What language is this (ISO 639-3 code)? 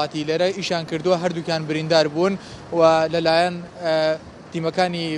ckb